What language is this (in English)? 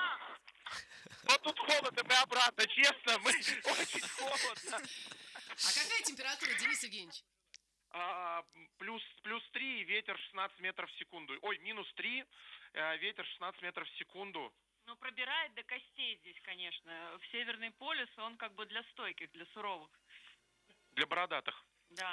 Russian